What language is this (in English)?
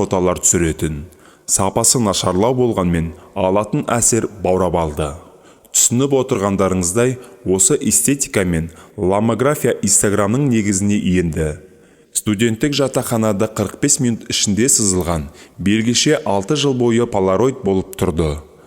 Kazakh